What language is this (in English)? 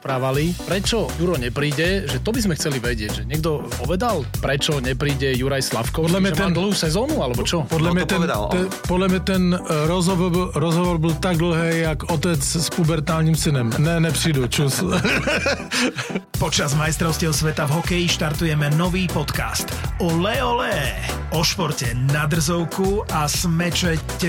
Slovak